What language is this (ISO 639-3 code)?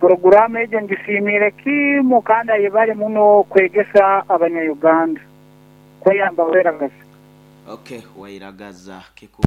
nyn